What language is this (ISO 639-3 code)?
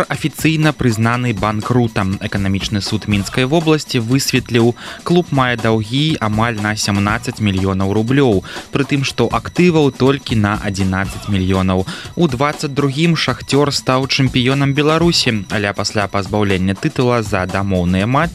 bel